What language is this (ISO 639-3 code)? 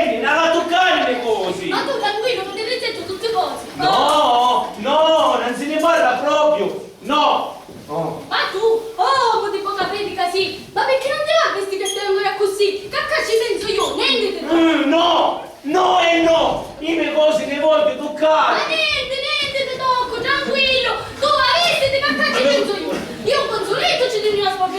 scn